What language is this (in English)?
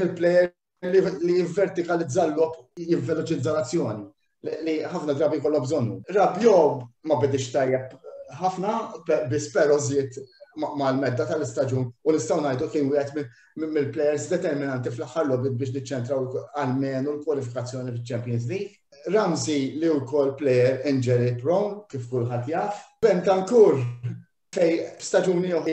Maltese